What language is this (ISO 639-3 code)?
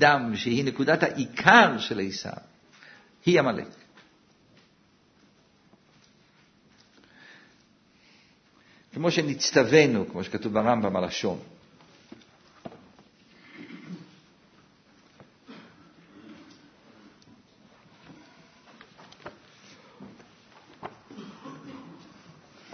heb